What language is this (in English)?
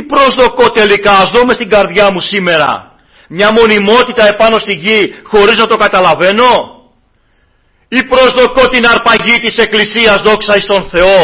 Greek